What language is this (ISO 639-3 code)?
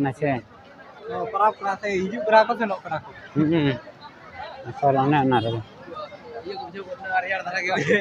sat